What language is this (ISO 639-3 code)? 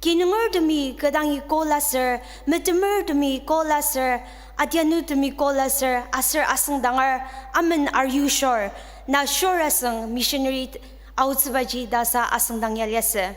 njo